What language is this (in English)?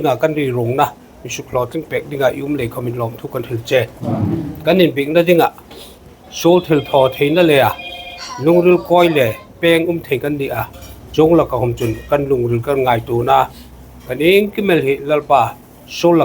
Hmar